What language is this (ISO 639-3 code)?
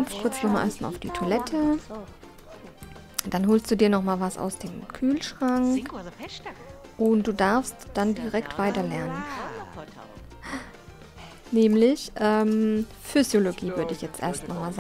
deu